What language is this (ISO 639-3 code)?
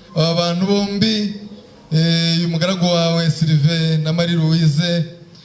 kin